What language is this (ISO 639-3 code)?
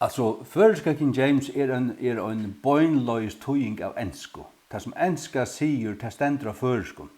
fao